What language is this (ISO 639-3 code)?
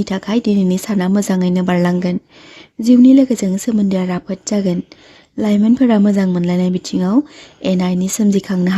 brx